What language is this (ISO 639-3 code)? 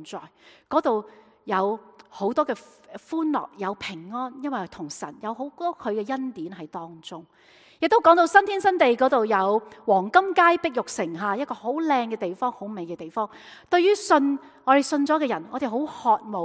yue